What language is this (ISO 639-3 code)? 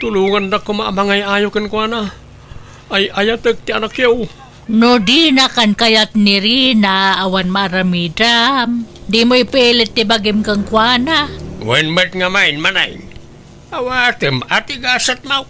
ilo